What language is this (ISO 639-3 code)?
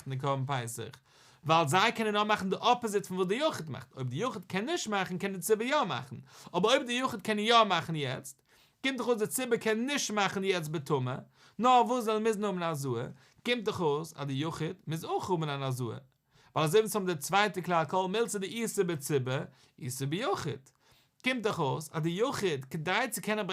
yid